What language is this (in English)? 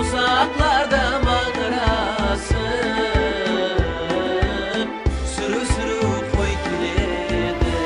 Kara-Kalpak